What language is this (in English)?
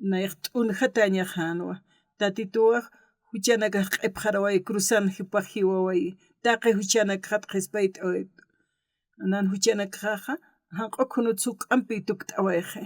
Aymara